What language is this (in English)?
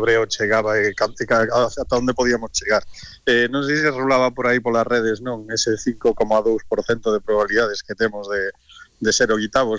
Galician